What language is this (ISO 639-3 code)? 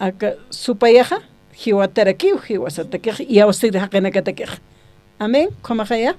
aym